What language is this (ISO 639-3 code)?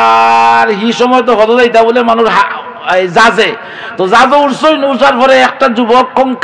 syl